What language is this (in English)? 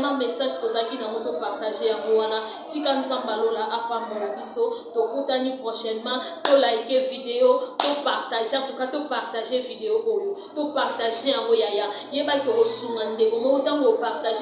Lingala